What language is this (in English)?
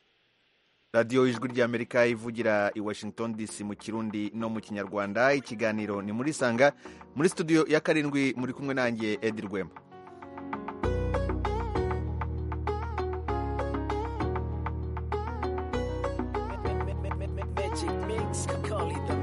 Kinyarwanda